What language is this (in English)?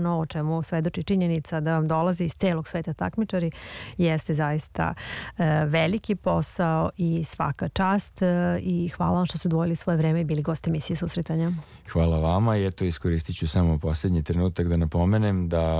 Serbian